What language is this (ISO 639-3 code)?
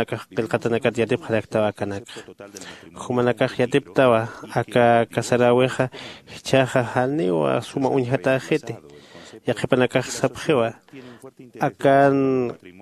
aym